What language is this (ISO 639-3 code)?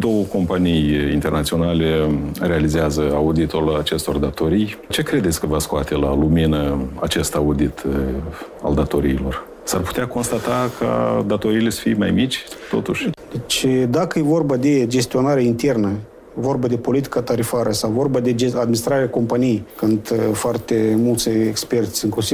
ron